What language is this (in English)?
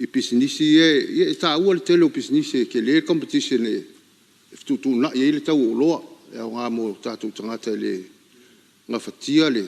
Samoan